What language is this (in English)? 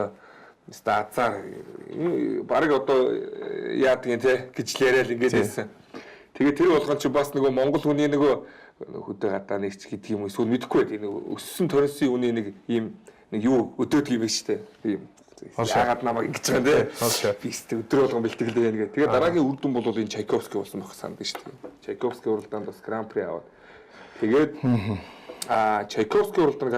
Mongolian